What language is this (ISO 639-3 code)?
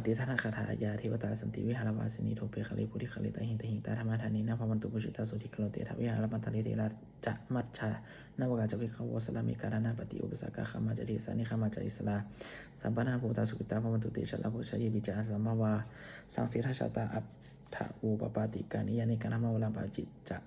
pli